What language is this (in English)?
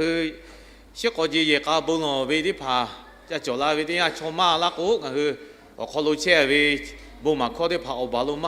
Lahu